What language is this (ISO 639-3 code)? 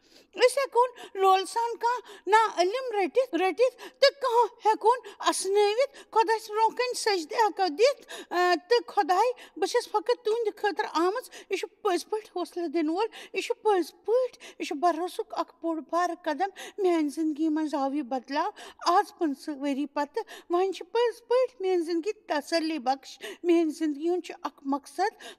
kas